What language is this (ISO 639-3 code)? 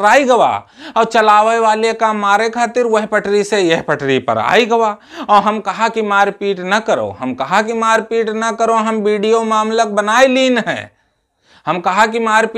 awa